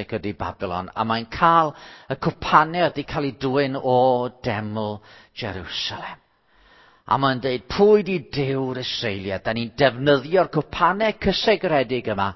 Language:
Welsh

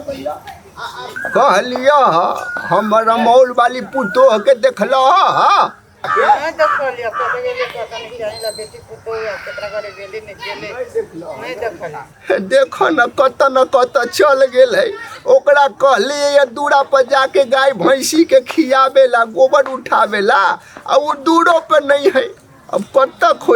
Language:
Maithili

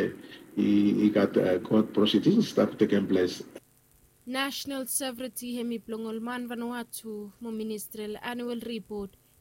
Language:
Bislama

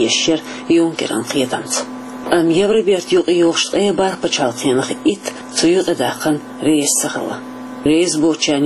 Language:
Chechen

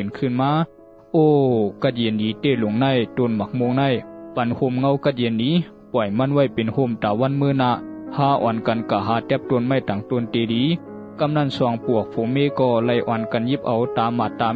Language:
Shan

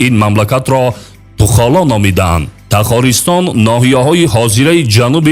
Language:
Tajik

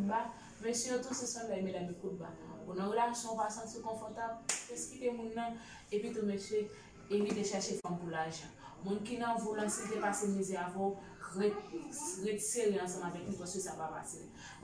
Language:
Haitian Creole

